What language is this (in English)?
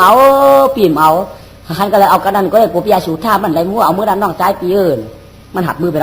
Shan